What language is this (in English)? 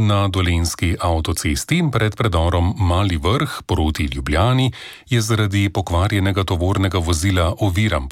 Slovenian